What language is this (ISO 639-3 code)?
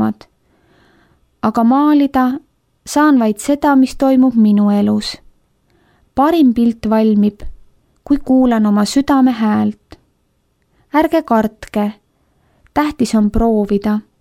est